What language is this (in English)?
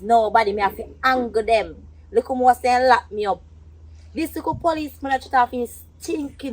Jamaican Creole English